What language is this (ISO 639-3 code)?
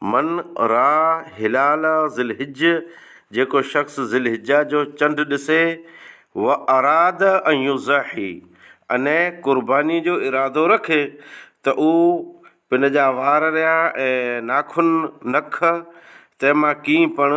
snd